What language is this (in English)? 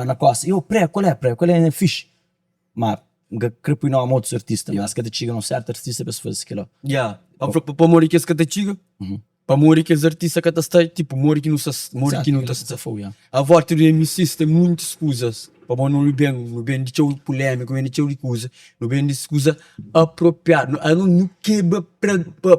Kabuverdianu